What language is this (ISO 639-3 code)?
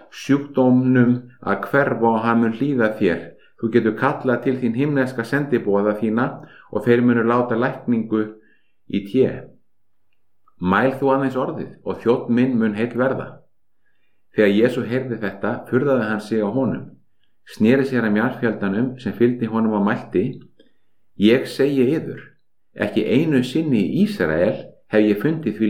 isl